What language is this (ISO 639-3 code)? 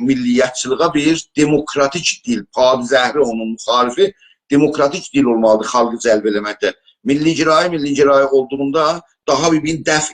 azb